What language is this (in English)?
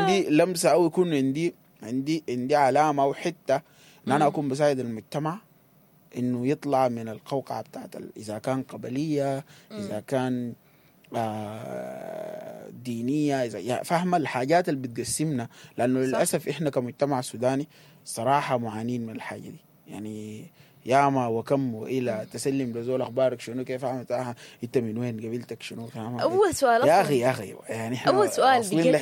Sudanese Arabic